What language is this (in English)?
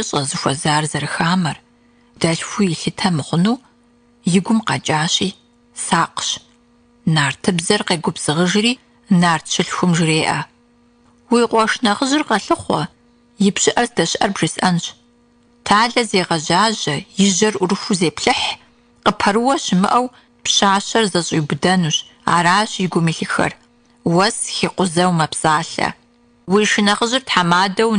Kabardian